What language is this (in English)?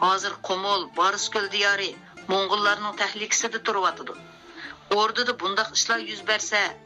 Uyghur